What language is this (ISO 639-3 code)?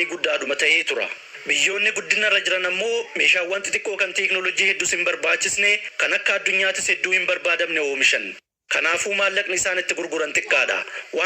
orm